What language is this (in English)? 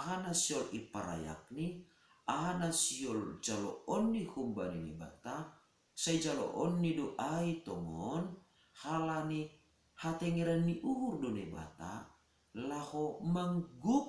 Batak Simalungun